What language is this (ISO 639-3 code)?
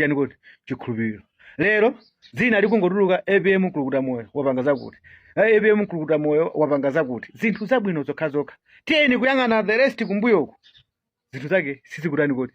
nya